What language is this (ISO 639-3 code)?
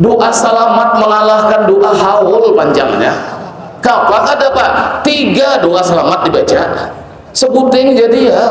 bjn